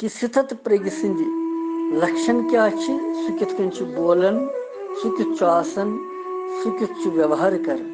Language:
Kashmiri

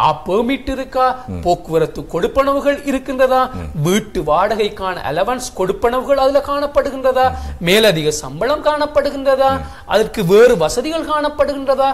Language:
Tamil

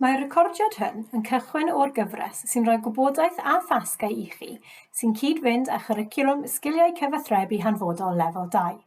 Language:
Welsh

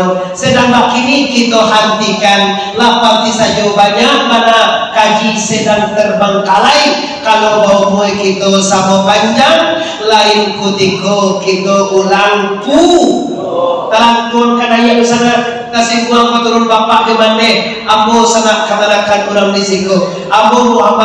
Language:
Minangkabau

